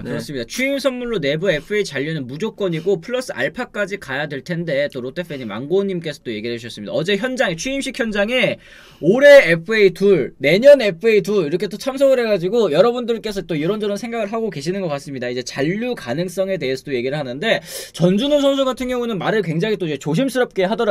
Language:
Korean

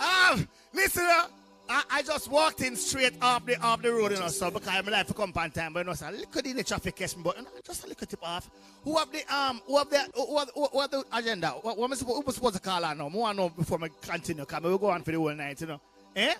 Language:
Jamaican Creole English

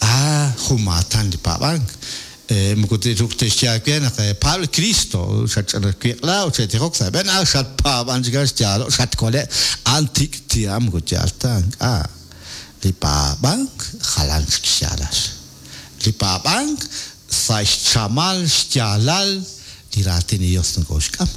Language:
Kekchí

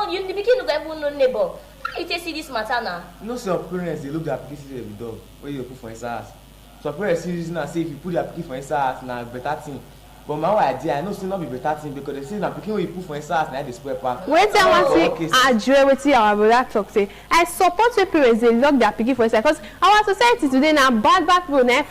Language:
Nigerian Pidgin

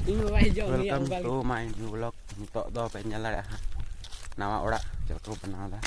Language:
Santali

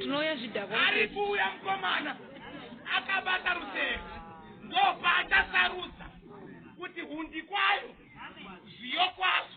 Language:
Shona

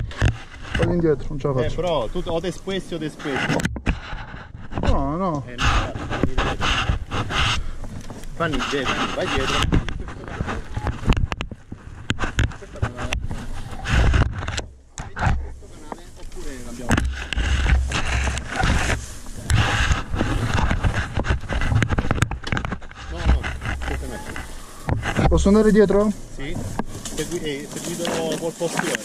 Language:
Italian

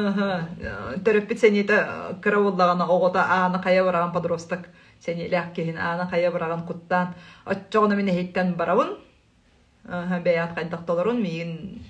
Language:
Yakut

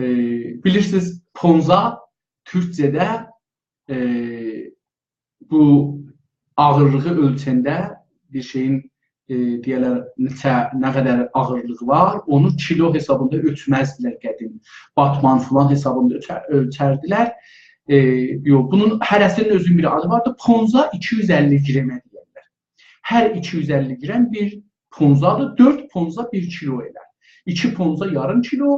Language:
South Azerbaijani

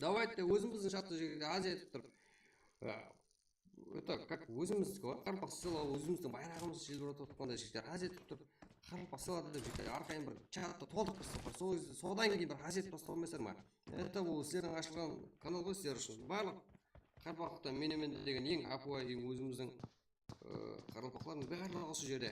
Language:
Kara-Kalpak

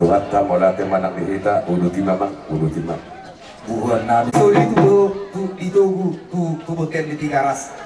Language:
Batak Toba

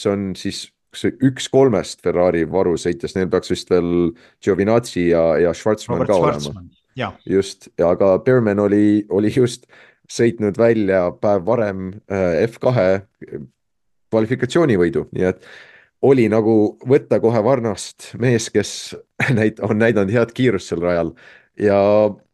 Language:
Estonian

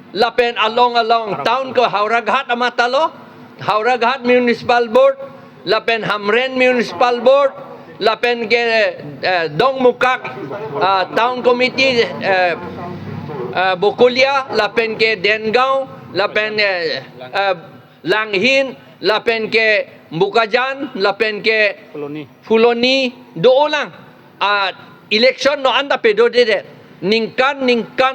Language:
Karbi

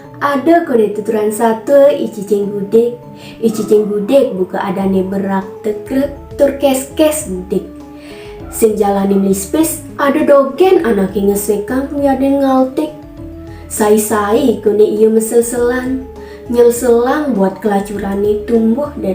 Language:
Balinese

